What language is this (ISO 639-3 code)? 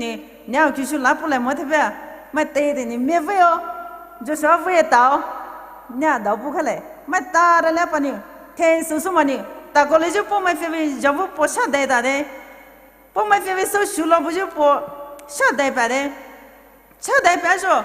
pmx